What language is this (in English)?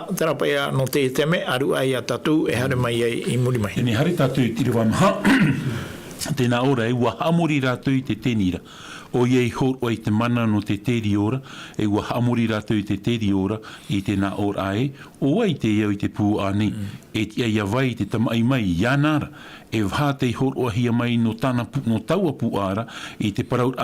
Tahitian